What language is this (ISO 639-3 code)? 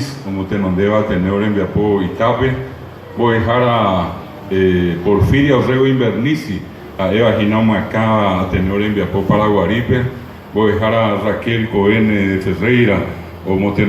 grn